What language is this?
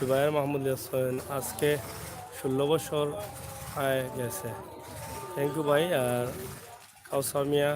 Sylheti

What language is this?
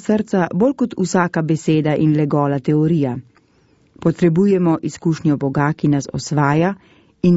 Slovenian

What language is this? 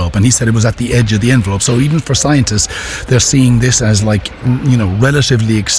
English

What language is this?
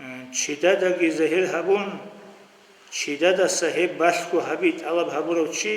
Avaric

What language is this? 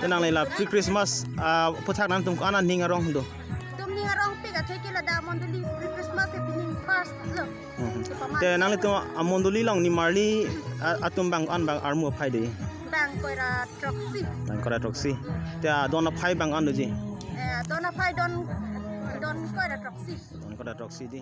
Karbi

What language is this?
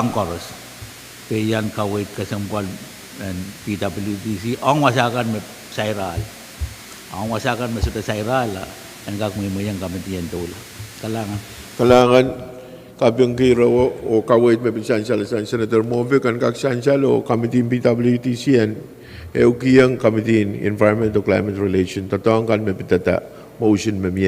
Pohnpeian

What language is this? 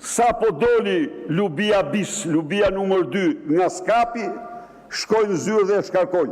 Albanian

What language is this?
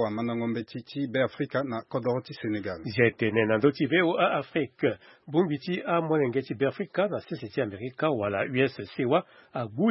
Sango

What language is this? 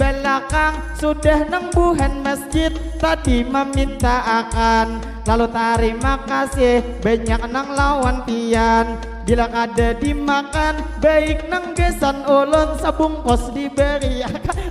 Banjar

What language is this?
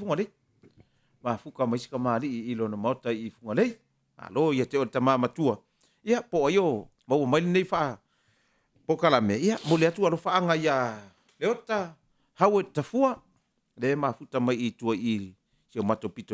Samoan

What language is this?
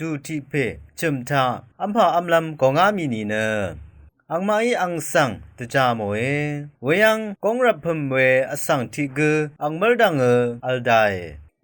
Rawang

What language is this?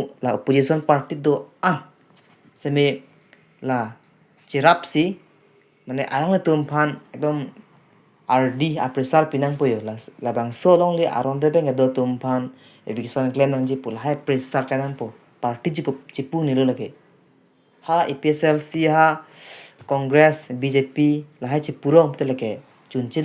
Karbi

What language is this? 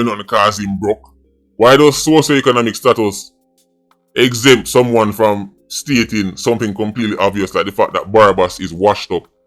Jamaican Creole English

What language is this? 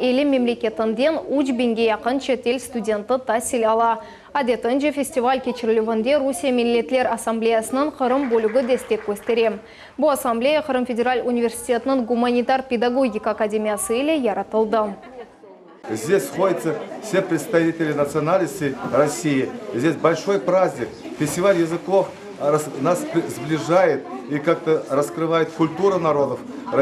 Crimean Tatar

